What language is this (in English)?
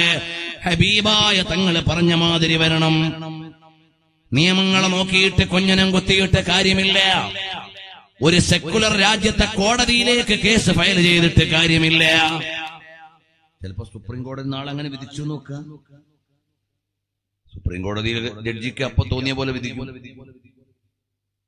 Malayalam